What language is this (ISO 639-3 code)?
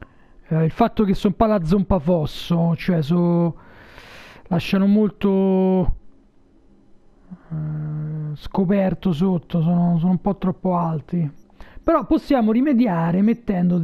ita